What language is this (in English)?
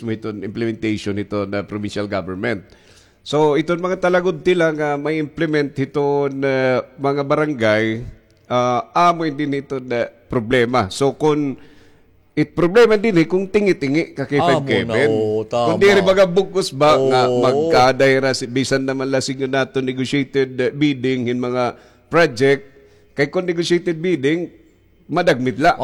Waray